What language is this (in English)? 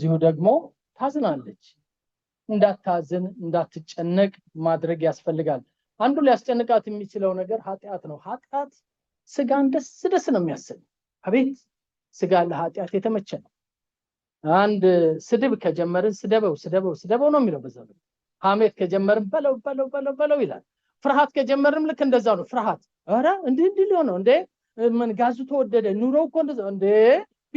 Amharic